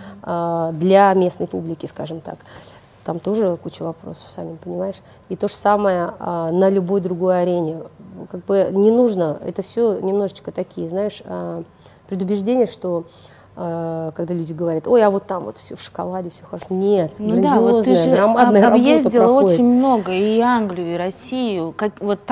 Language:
Russian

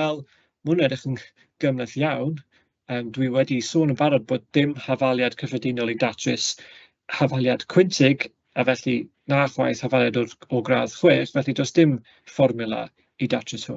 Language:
Welsh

